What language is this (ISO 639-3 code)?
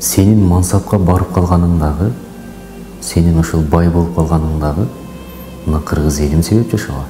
kir